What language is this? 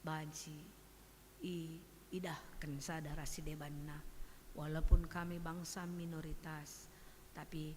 Batak Karo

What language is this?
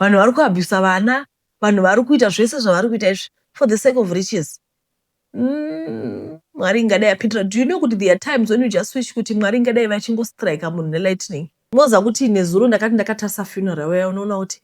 Shona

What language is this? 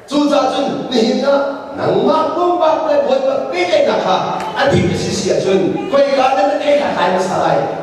Hakha Chin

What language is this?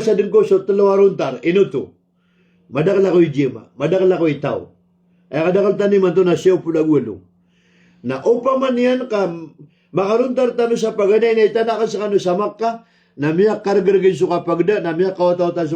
Maranao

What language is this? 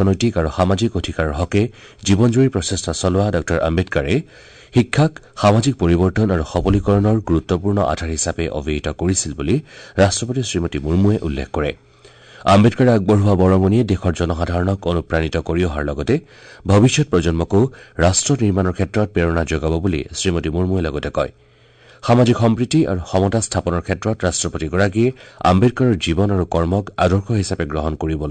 Assamese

